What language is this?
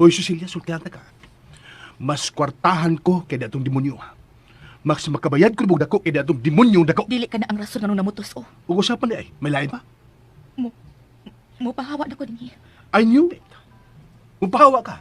Cebuano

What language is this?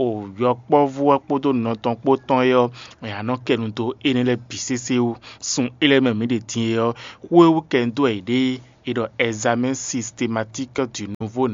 Fon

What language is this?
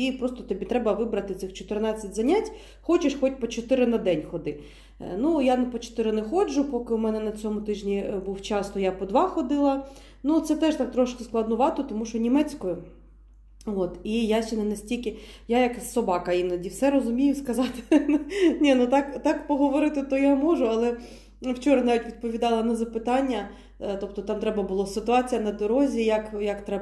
Ukrainian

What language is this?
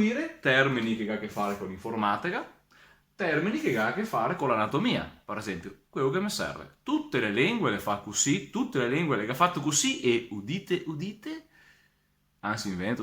Venetian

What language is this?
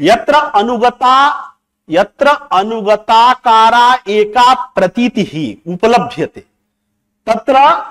Sanskrit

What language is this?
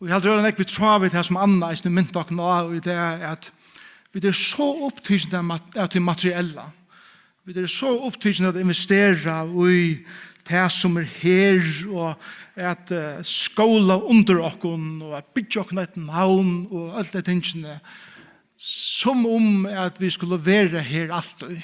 Faroese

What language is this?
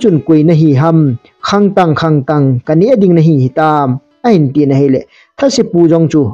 Thado Chin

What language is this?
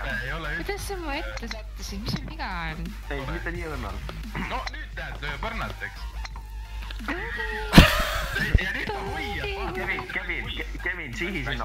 Estonian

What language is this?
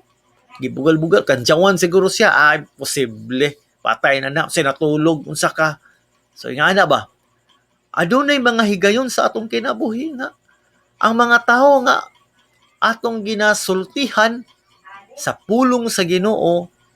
Cebuano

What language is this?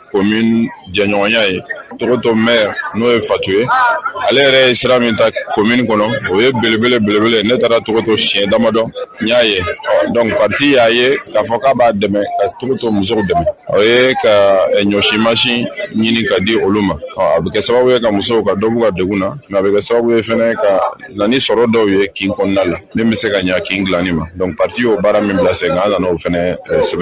Bambara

